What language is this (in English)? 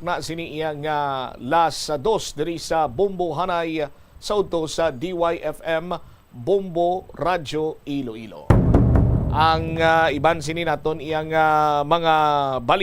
Hiligaynon